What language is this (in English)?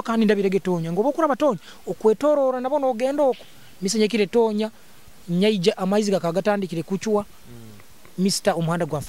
Nyoro